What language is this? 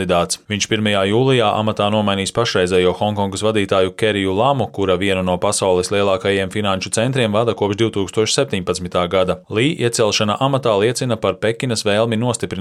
Latvian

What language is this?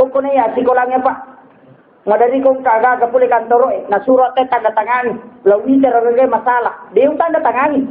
Buginese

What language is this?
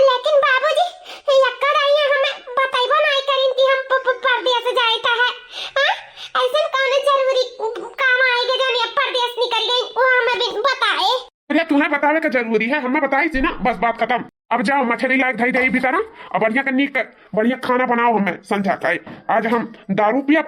Awadhi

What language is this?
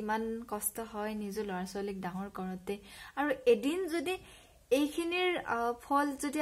Assamese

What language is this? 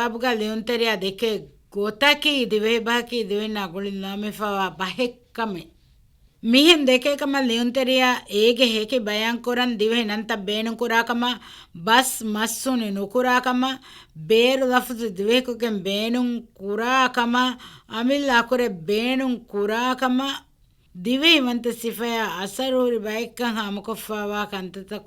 Divehi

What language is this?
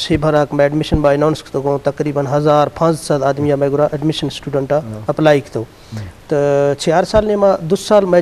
Eastern Balochi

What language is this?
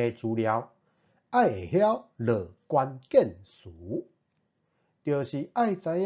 Min Nan Chinese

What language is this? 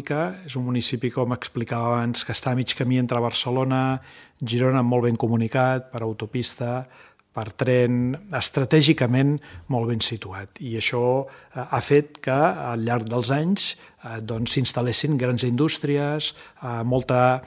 Catalan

